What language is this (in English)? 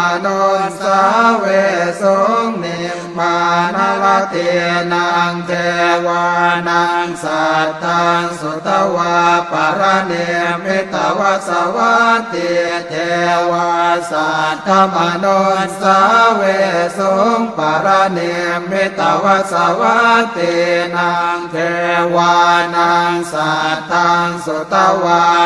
Pali